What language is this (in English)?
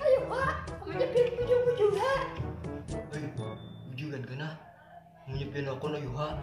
Banjar